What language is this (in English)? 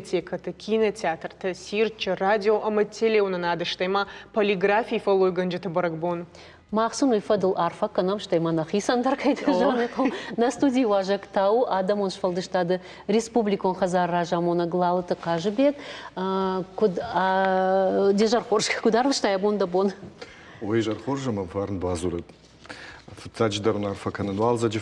Ossetic